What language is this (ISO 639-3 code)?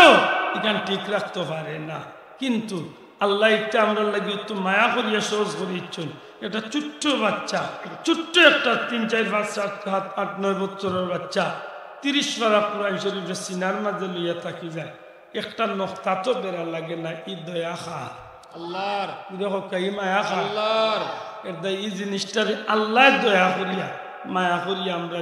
syl